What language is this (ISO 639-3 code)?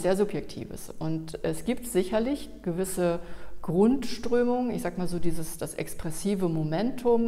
deu